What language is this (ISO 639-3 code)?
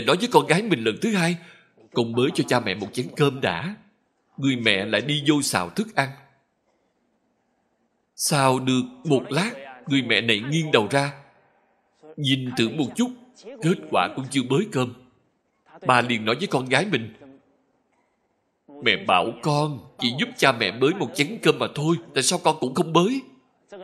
vie